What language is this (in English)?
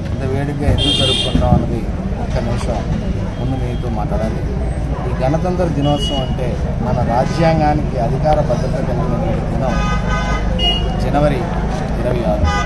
Telugu